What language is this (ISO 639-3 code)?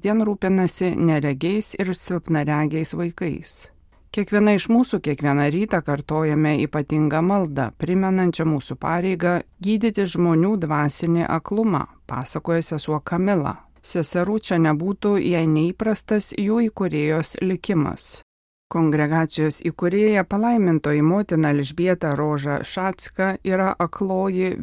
lit